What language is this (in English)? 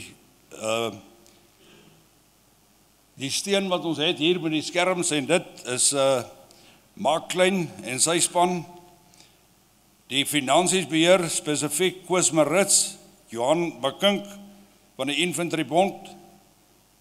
Afrikaans